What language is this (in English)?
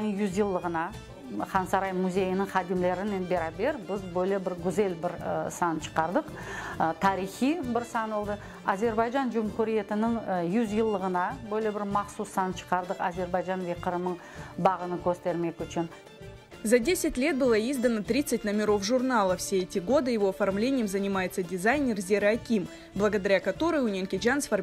Crimean Tatar